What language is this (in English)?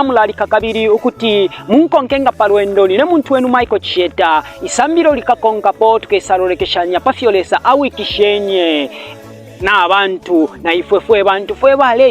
Bemba